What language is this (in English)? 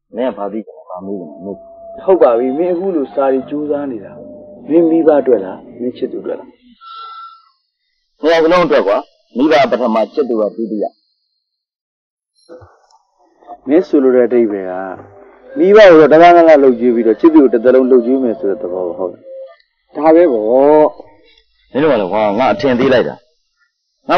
Burmese